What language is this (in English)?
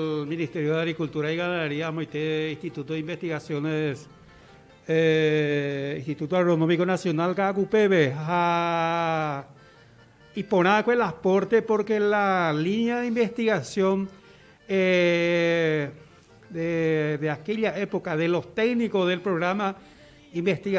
Guarani